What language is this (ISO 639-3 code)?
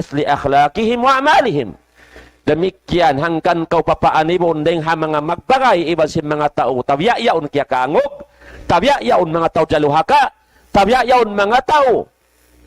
tsg